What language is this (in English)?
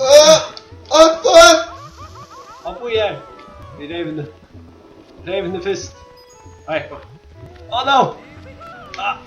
Faroese